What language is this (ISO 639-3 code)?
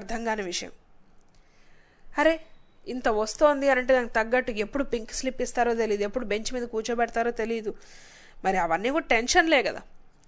tel